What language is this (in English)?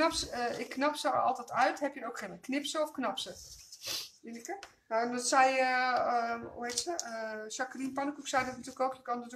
Dutch